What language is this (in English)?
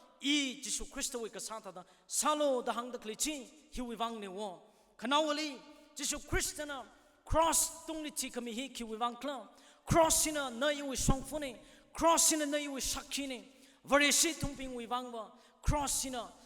Tangkhul Naga (India)